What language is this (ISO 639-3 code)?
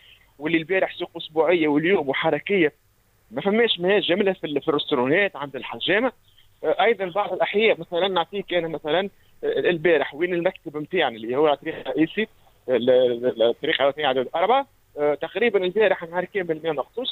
aeb